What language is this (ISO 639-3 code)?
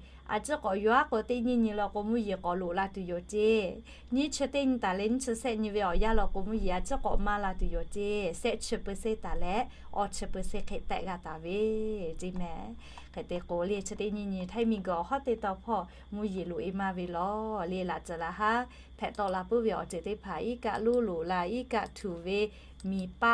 lhu